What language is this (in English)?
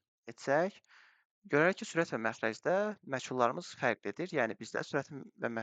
Azerbaijani